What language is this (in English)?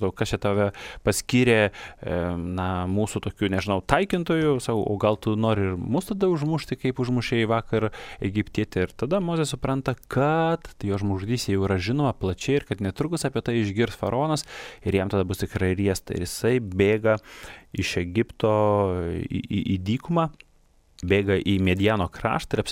Lithuanian